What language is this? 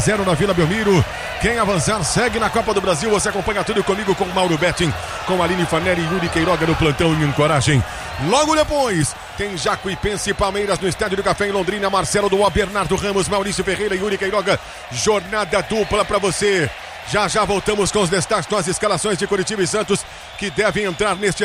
Portuguese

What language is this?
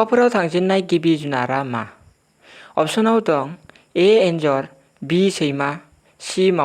Bodo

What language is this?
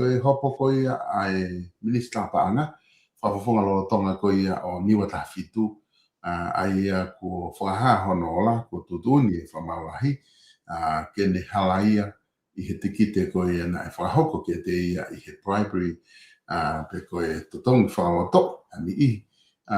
Tongan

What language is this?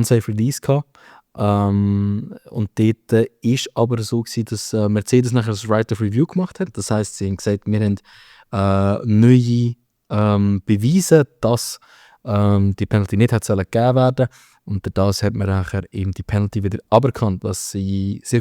Swiss German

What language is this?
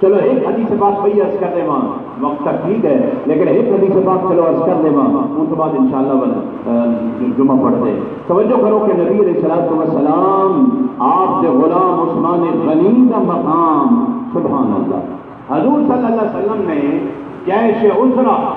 Saraiki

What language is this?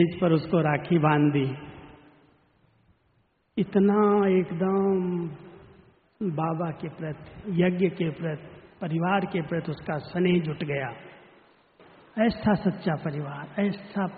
Hindi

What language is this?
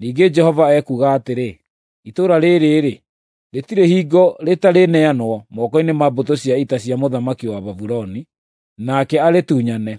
Kikuyu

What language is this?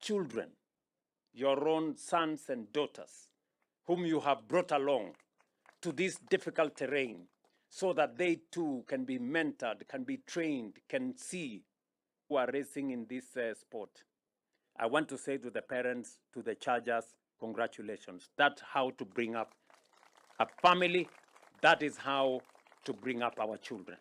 Luo (Kenya and Tanzania)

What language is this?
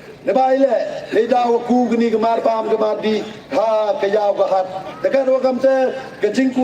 Pnar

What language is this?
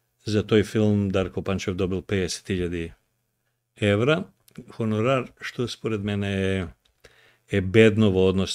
Macedonian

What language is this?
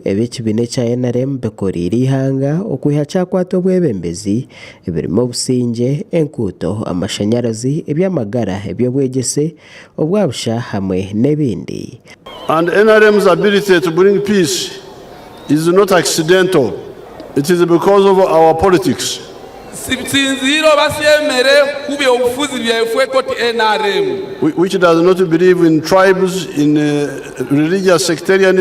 Nyankole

